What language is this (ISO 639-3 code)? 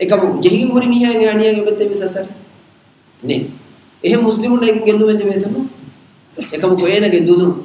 div